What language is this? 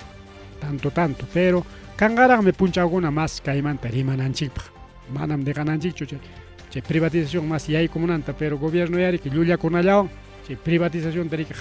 Ayacucho Quechua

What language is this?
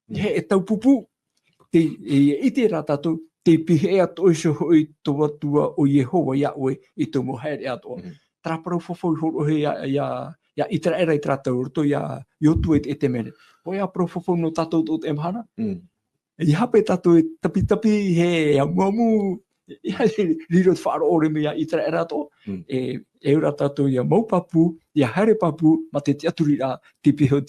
Tahitian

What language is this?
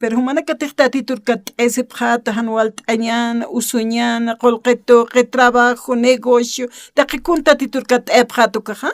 Aymara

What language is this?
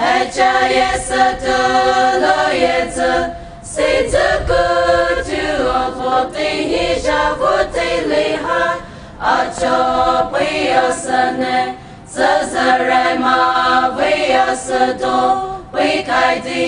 Poumei Naga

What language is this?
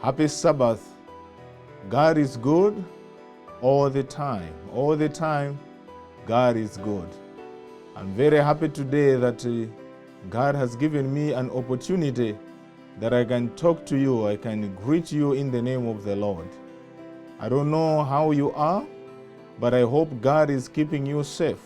English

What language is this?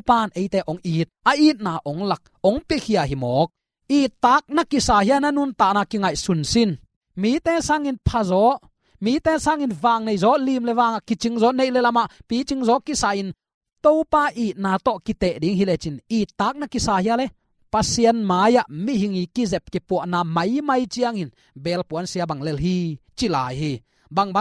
Tedim Chin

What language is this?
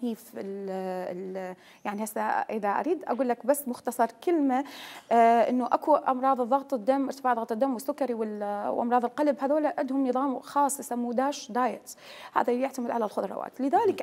Mesopotamian Arabic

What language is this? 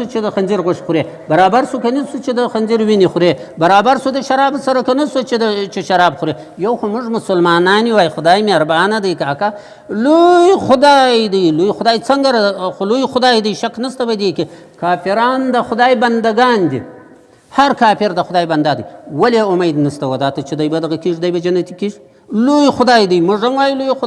Pashto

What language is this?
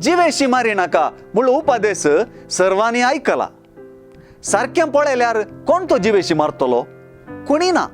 Konkani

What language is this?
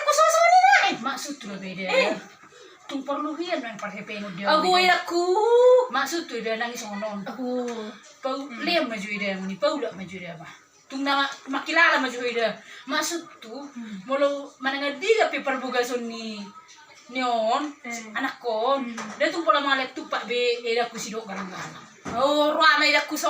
Batak Toba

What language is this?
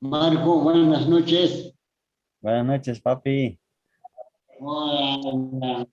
Quechua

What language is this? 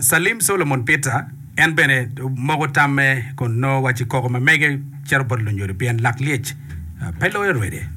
Acoli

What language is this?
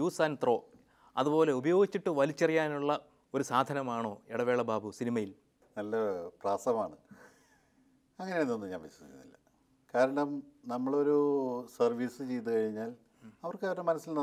Malayalam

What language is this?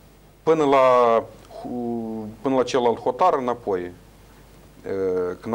Romanian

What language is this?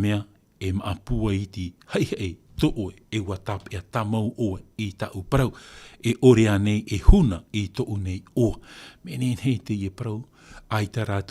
Tahitian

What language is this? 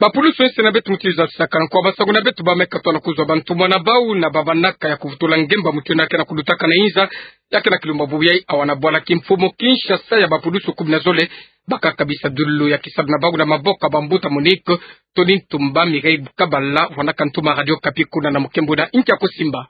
Kituba (Democratic Republic of Congo)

